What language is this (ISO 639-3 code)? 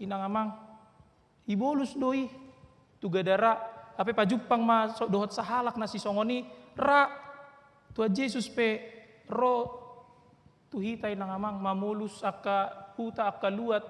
bbc